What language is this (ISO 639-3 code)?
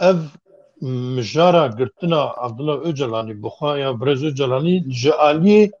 kur